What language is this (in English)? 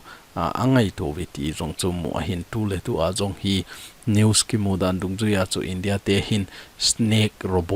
Thado Chin